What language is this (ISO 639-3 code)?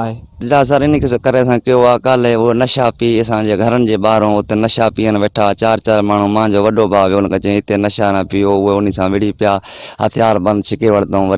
snd